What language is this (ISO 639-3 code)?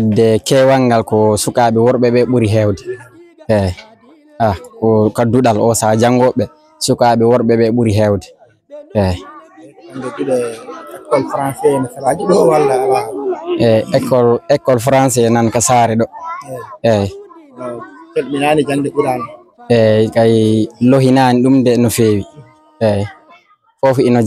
ful